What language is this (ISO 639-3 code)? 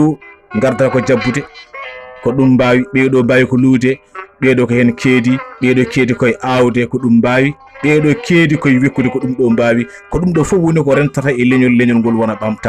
ful